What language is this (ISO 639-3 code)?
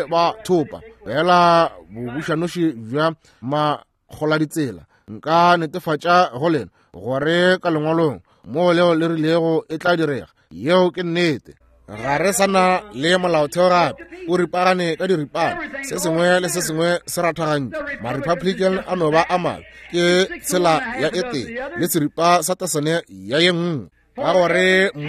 nso